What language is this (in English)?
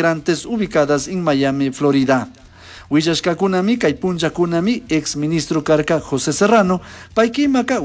Chimborazo Highland Quichua